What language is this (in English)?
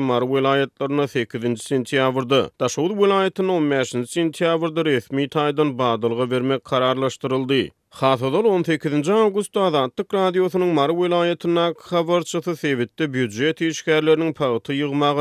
Turkmen